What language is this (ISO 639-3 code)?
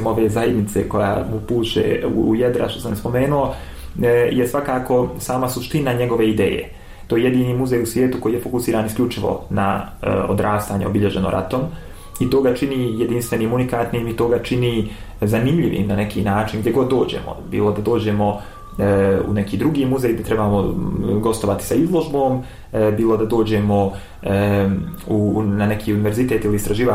bos